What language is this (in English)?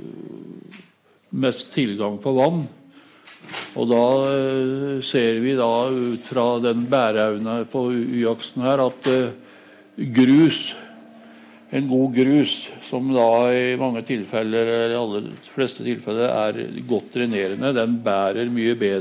Norwegian